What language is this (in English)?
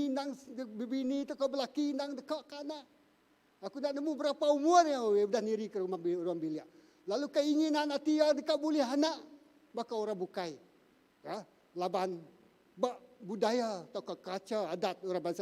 Iban